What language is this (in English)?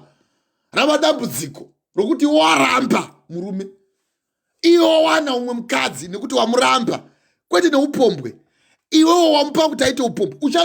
Shona